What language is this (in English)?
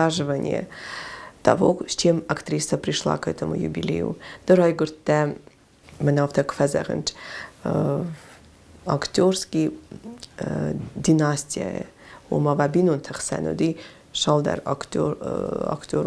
Ossetic